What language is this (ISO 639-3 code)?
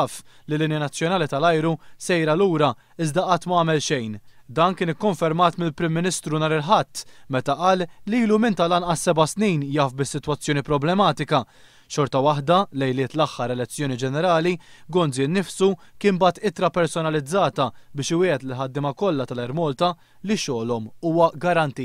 mlt